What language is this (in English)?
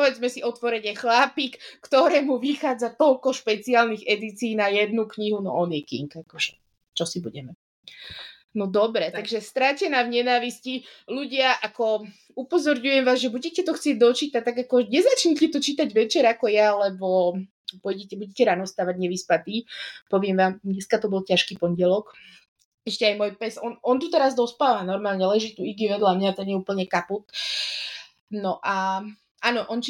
Slovak